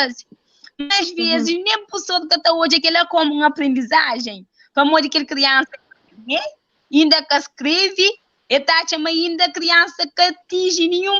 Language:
Kabuverdianu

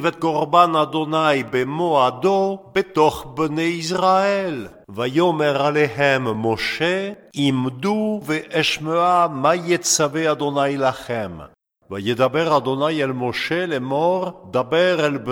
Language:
Hebrew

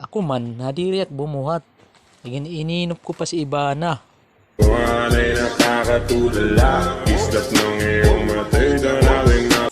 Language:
Waray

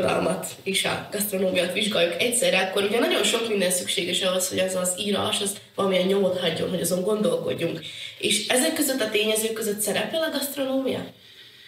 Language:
Hungarian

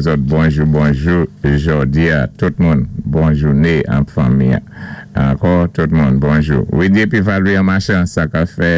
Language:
Saint Lucian Creole French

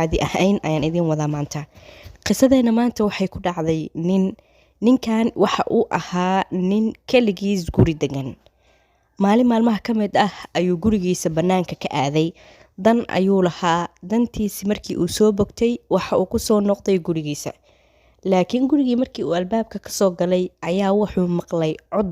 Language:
Somali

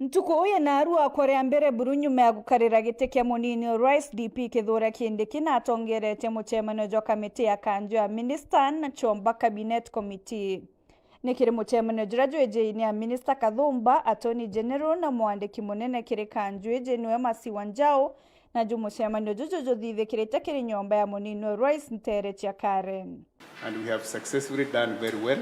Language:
Meru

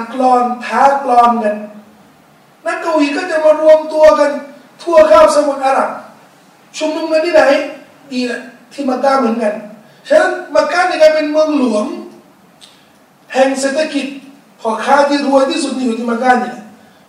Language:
Thai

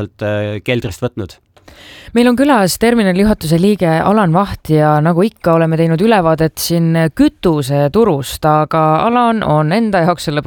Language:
Estonian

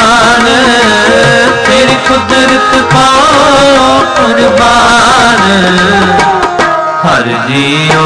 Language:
Punjabi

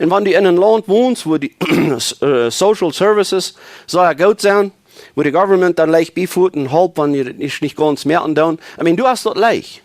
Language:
Plautdietsch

